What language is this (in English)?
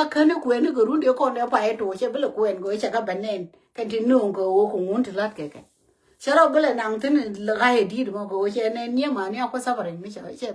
Nuer